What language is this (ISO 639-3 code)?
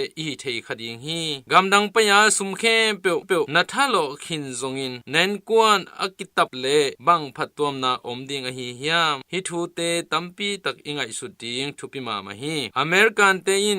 ctd